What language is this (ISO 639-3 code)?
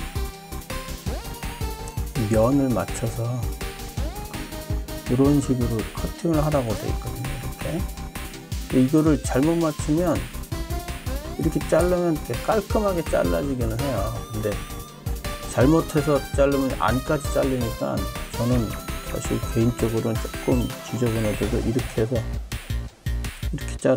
kor